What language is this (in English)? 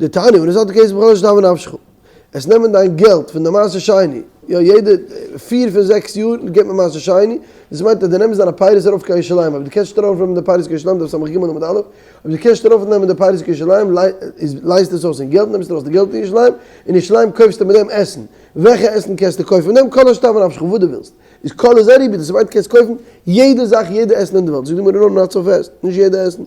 Yiddish